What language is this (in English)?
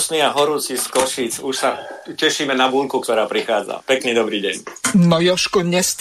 Slovak